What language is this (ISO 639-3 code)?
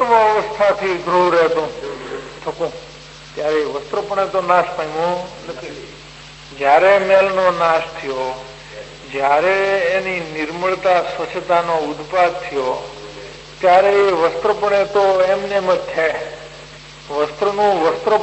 guj